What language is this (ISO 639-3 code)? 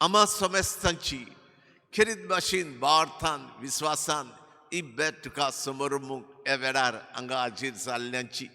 kok